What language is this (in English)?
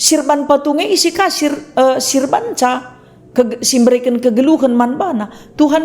Batak Karo